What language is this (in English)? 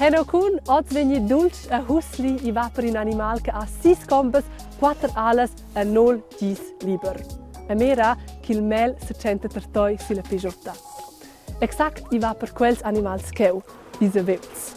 Romansh